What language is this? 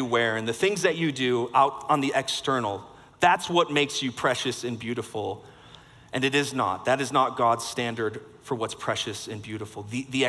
English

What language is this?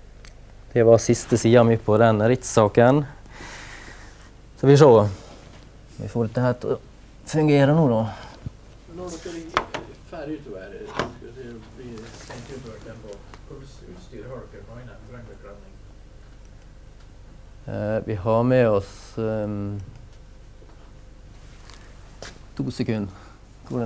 Norwegian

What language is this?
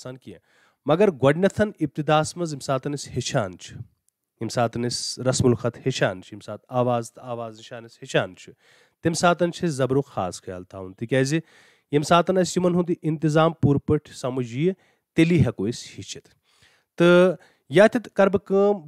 Kashmiri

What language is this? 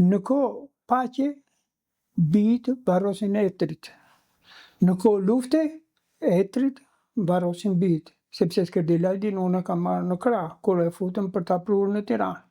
Albanian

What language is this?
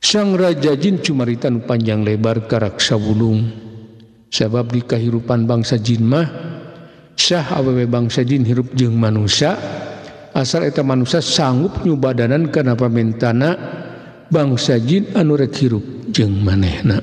Sundanese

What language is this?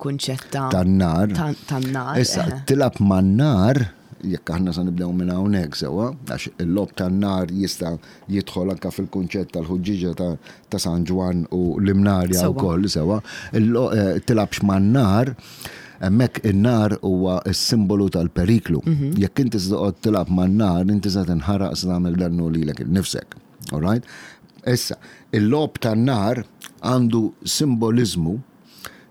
Maltese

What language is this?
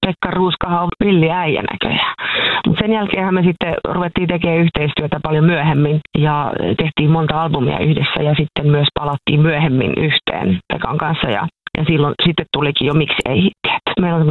Finnish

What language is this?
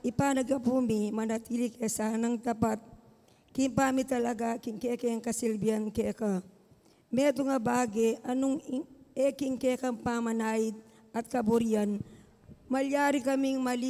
Pampanga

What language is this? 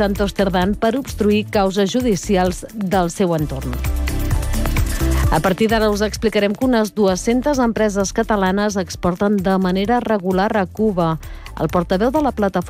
Catalan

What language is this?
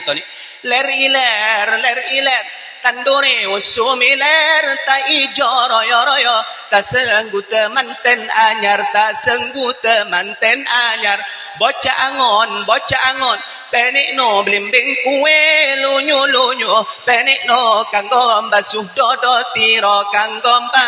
Madurese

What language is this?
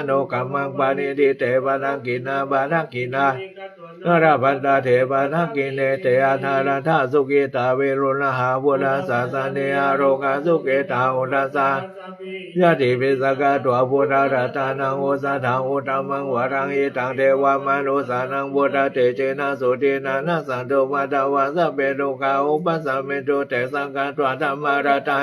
Pali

